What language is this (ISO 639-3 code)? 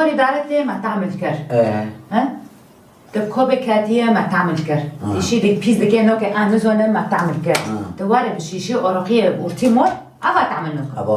kur